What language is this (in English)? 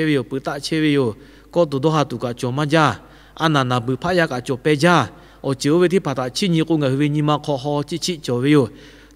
Lahu